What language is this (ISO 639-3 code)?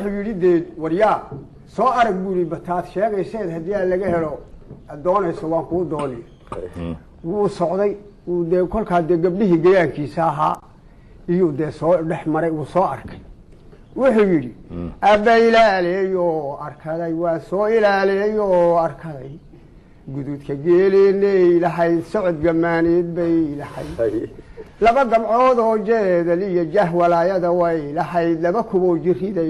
som